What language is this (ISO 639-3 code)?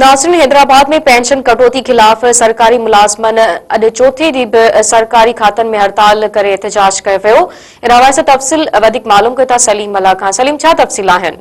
snd